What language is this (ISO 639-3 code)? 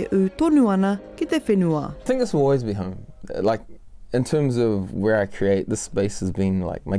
mri